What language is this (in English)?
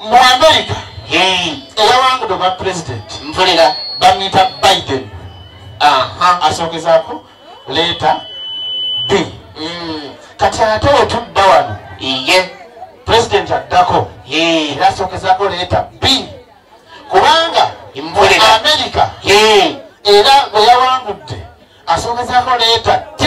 Ganda